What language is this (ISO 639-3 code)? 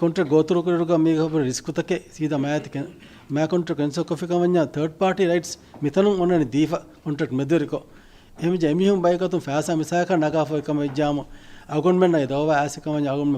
div